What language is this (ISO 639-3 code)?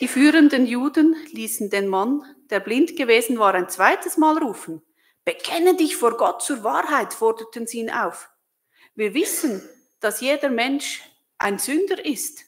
gsw